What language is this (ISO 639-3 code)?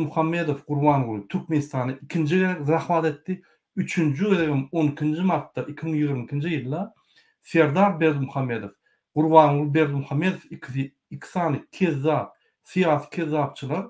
tuk